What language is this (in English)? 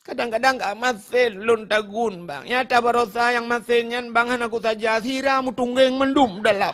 Achinese